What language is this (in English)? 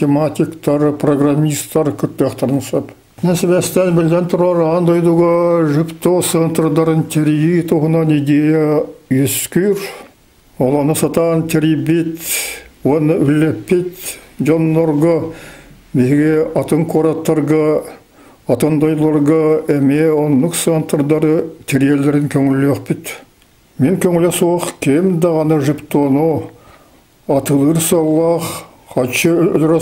Yakut